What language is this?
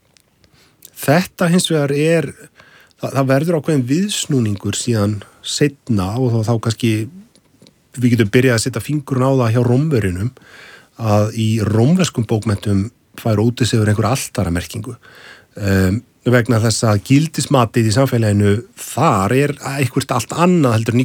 Icelandic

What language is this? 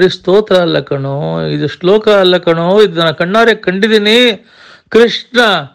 Kannada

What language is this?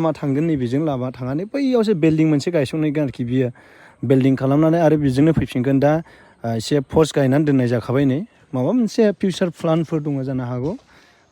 Bodo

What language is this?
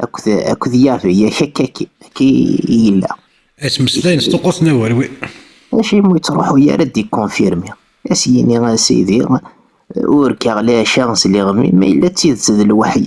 Kabyle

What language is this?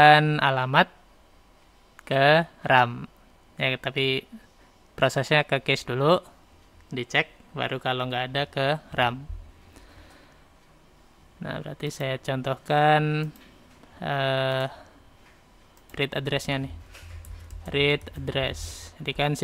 Indonesian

